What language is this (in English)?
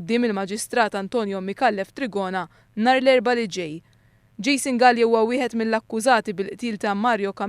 Maltese